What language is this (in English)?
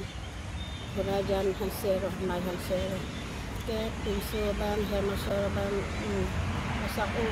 Karbi